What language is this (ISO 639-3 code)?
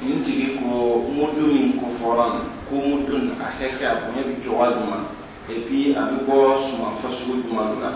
dyu